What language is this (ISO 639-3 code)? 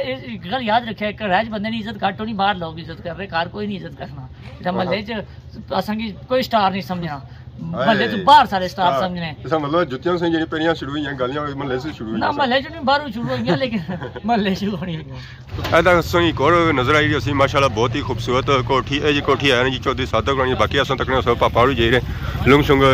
phr